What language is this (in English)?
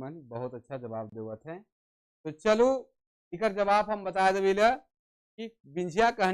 Sadri